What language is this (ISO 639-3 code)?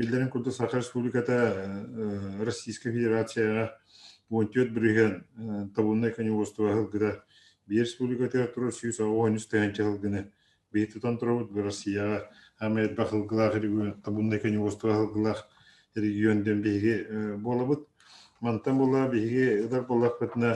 sah